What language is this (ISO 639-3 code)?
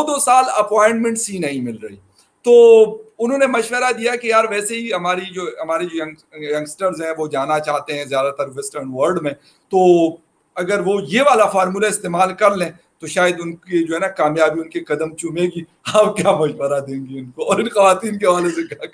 urd